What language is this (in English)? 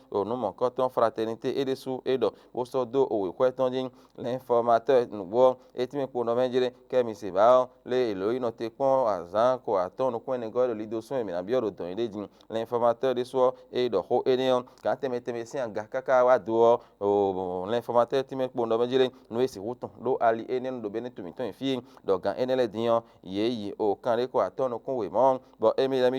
Fon